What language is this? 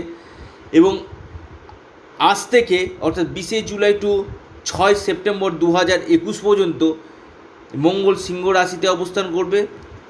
Bangla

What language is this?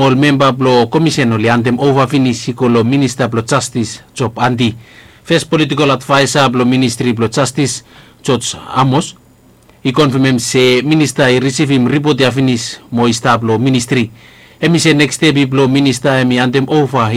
Bislama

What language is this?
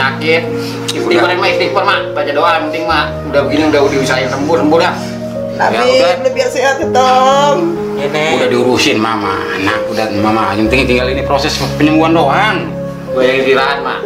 Betawi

